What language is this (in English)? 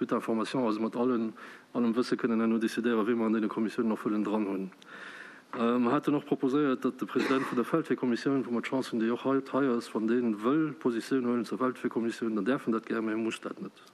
Luxembourgish